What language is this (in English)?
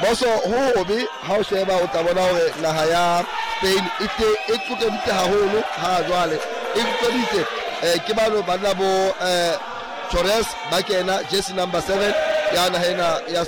Southern Sotho